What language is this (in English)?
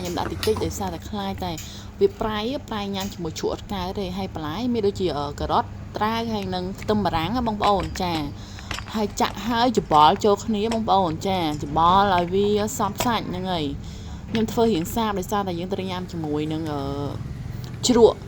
Khmer